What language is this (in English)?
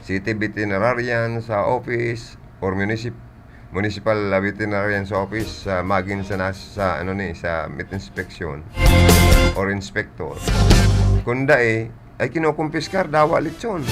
Bikol